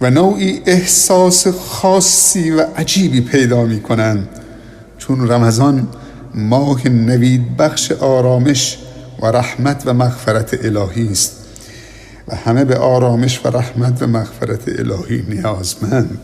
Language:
Persian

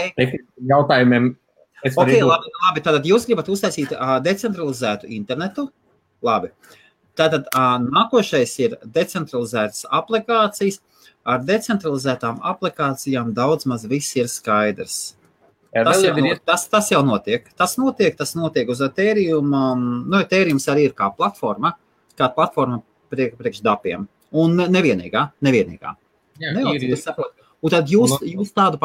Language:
Latvian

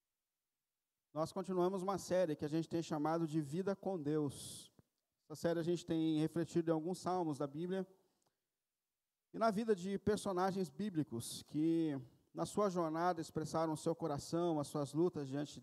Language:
Portuguese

